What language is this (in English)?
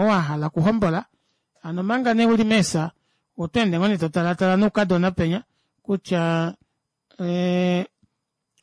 Kuanyama